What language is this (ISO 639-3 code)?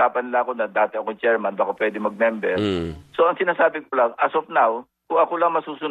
fil